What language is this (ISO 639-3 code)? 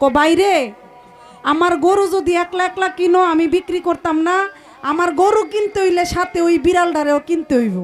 syl